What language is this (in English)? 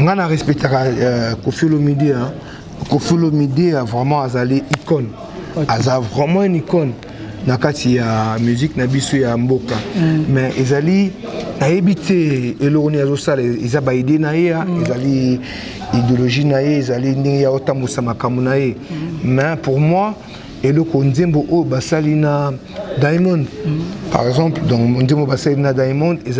Lingala